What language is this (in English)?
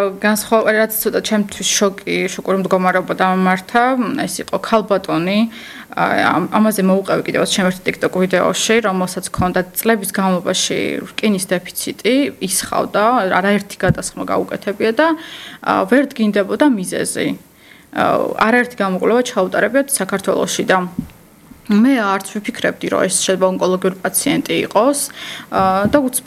Georgian